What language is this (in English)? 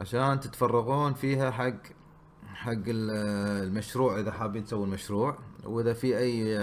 Gulf Arabic